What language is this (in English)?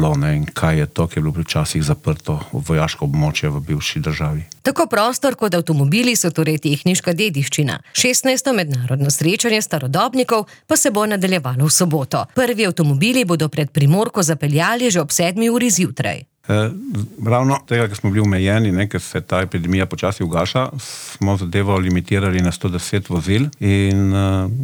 Slovenian